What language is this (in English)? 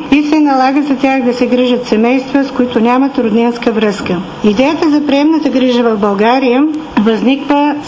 Bulgarian